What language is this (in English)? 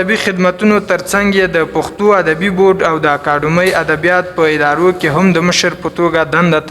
Pashto